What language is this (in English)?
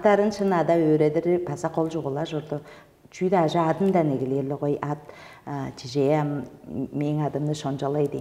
Tuvinian